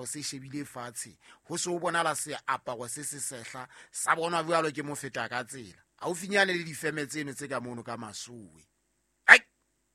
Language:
Southern Sotho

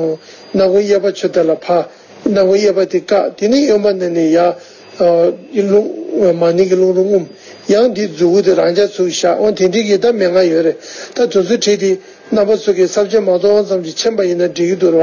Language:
Tibetan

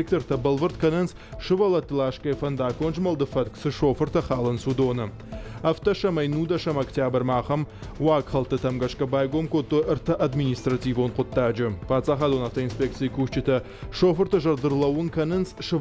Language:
Ossetic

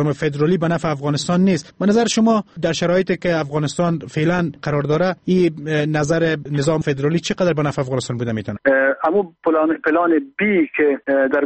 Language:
Persian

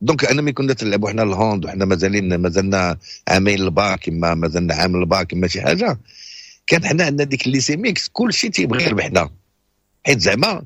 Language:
Moroccan Arabic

